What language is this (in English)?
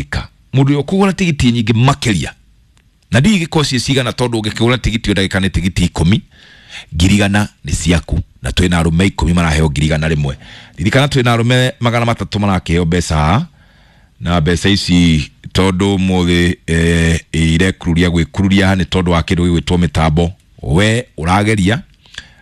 Kikuyu